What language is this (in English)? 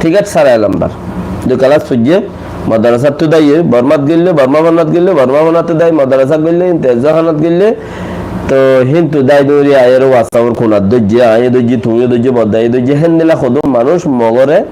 Rohingya